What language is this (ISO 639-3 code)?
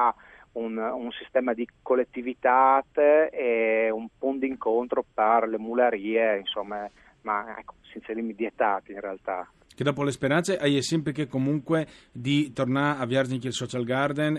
fur